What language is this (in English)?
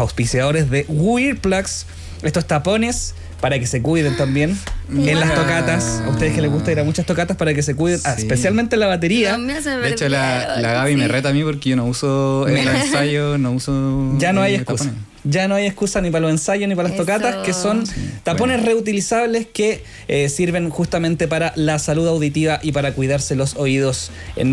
Spanish